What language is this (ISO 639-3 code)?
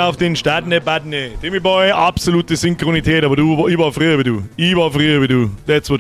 bar